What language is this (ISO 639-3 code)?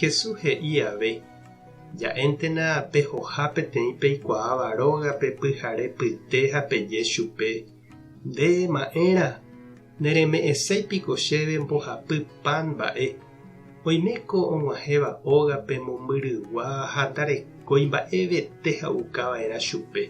grn